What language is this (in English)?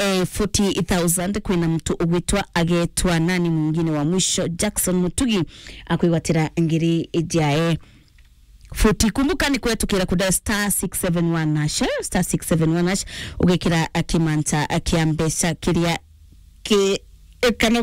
Meru